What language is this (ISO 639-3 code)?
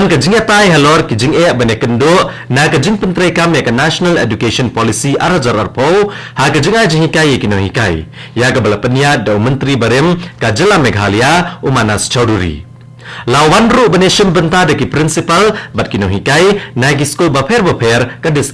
kha